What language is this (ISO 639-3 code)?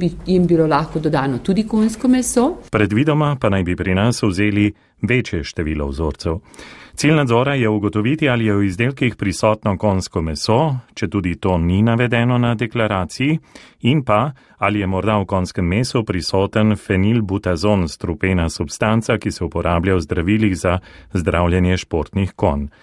slv